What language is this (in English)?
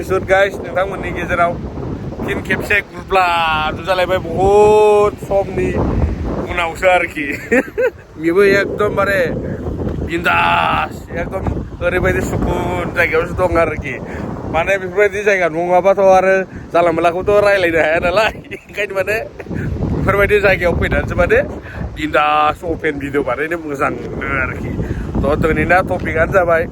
Bodo